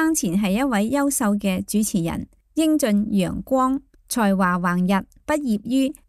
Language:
Cantonese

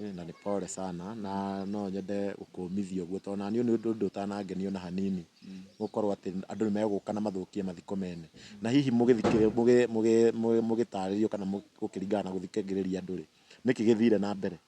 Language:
Kikuyu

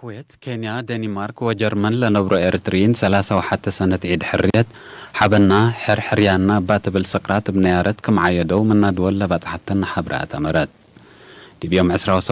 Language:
Tigre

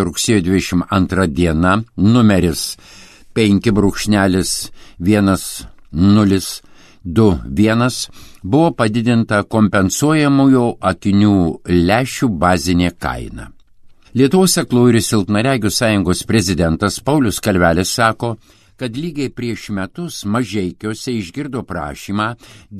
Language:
Lithuanian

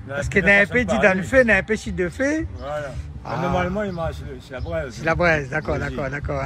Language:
Réunion Creole French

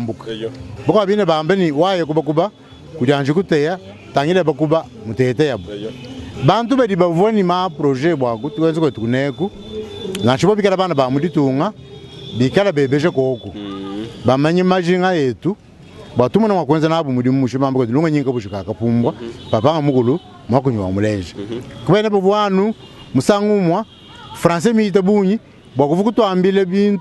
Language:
Luba-Lulua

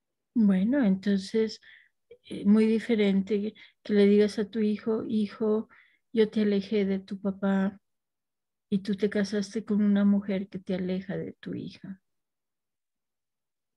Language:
Spanish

